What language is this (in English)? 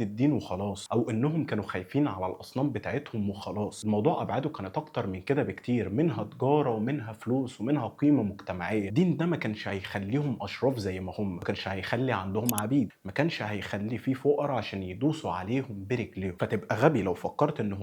Egyptian Arabic